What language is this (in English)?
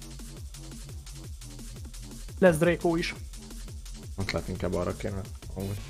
Hungarian